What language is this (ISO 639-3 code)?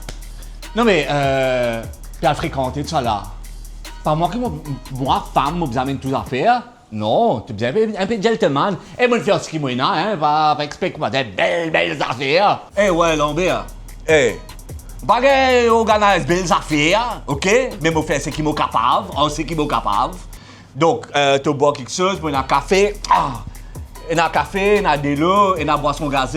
mfe